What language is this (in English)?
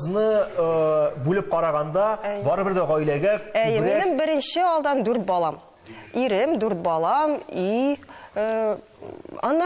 Tatar